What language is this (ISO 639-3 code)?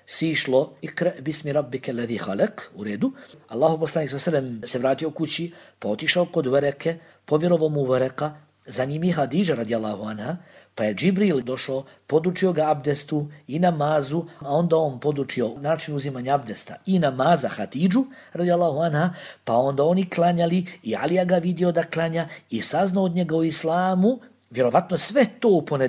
bos